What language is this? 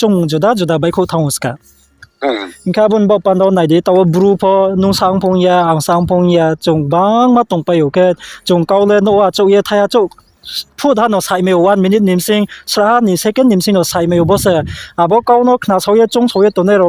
Riang (India)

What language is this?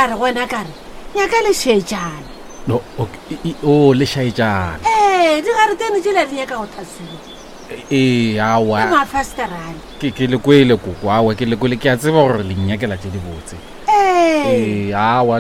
Northern Sotho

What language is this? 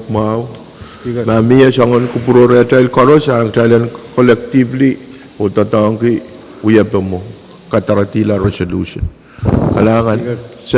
Pohnpeian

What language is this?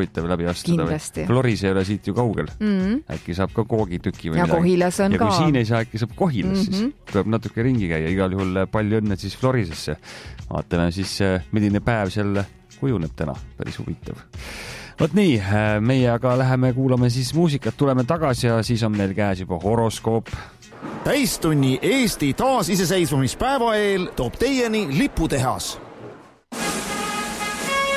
Estonian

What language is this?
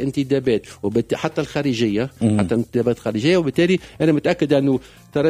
Tunisian Arabic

